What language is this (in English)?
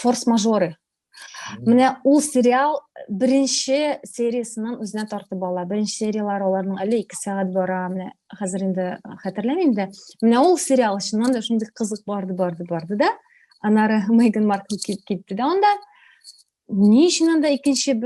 Tatar